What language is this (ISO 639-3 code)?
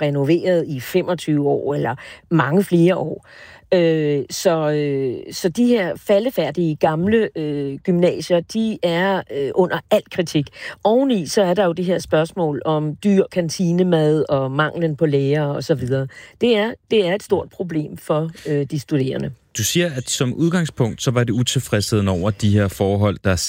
dan